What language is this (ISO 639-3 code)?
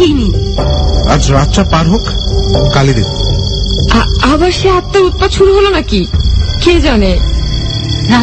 ben